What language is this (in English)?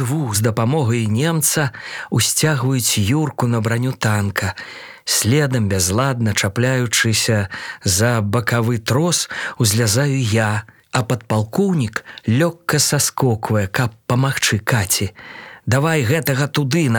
Belarusian